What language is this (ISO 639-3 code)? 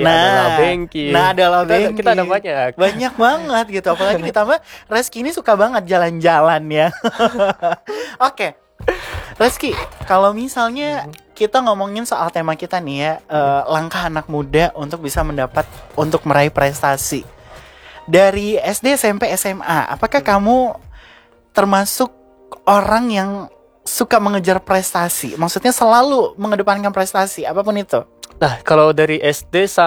ind